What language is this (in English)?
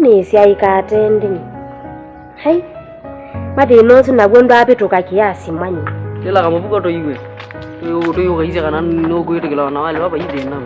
Kamba